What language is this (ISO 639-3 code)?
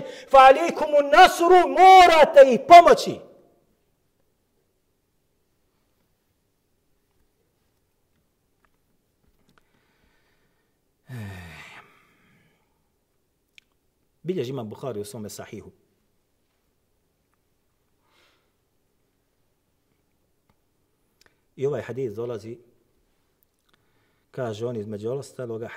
bos